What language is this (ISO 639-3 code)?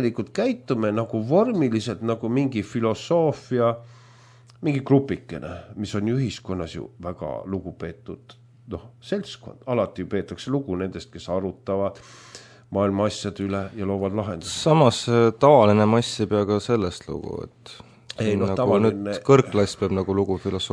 est